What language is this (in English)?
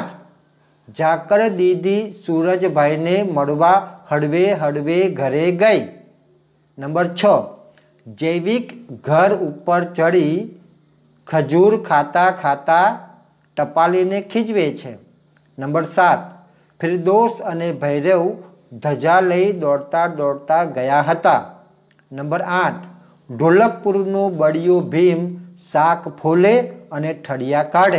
Gujarati